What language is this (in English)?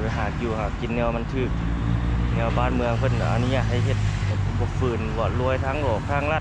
Lao